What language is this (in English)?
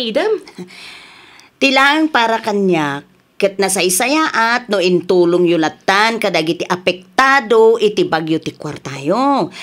Iloko